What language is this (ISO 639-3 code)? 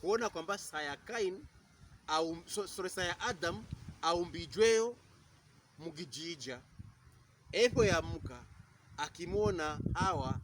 pkb